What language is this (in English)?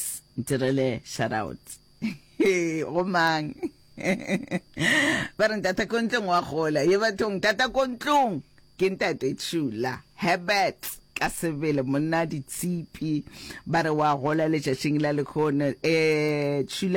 Northern Sotho